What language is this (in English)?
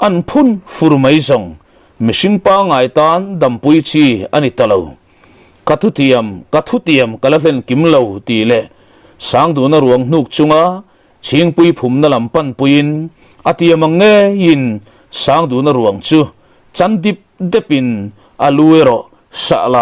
Mizo